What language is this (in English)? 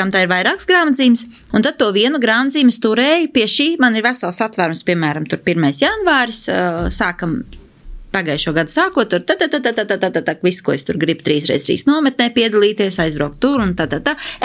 Latvian